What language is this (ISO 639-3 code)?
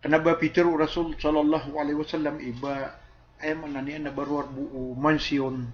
mrw